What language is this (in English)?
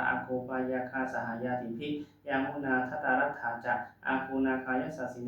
Pali